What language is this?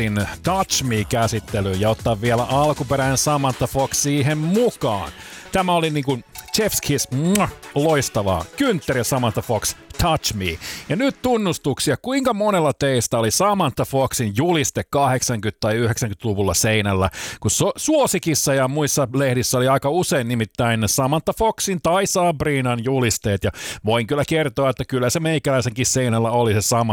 Finnish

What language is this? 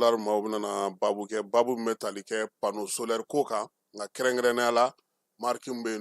Bambara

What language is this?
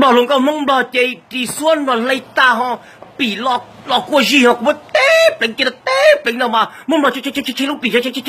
Hmong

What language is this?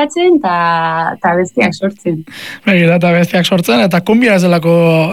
Basque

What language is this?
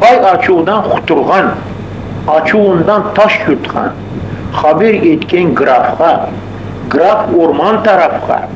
Crimean Tatar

